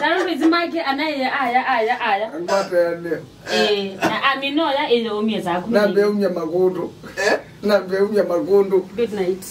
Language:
Kamba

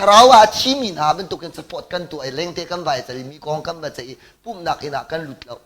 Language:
Hakha Chin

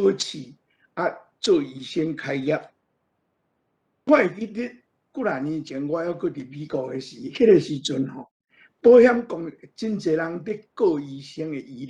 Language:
Min Nan Chinese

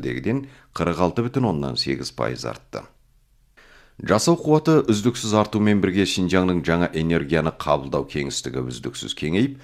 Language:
Kazakh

